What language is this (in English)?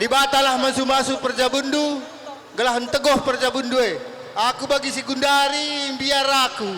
Batak Karo